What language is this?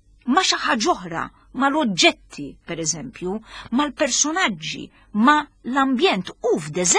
Maltese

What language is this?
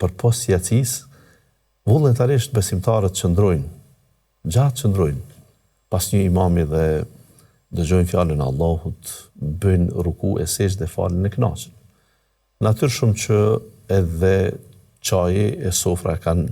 Albanian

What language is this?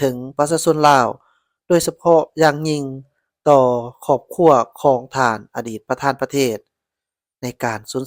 Lao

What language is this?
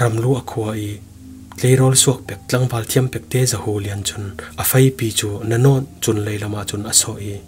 Falam Chin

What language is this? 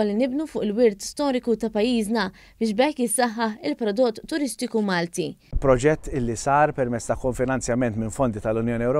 Maltese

